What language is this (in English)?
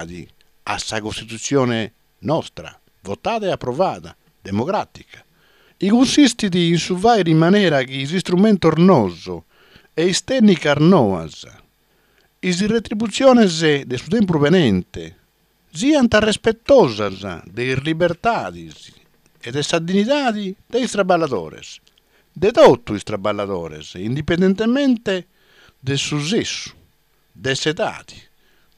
Sardinian